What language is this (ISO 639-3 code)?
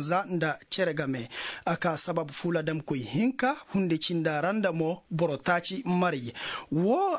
ses